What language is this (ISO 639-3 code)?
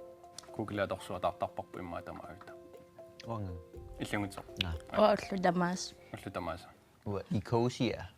kal